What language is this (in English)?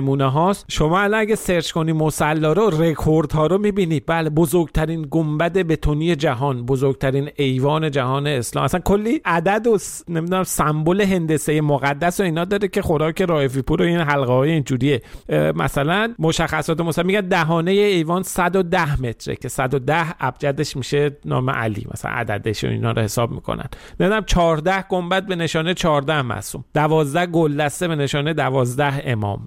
Persian